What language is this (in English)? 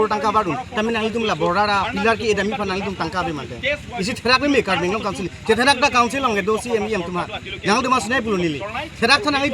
Karbi